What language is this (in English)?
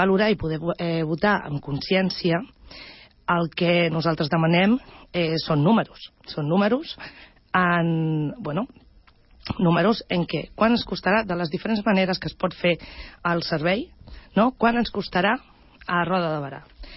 Catalan